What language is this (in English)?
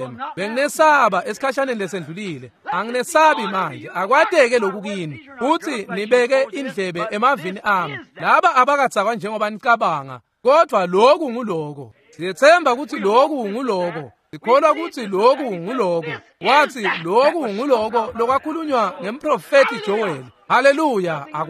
Swati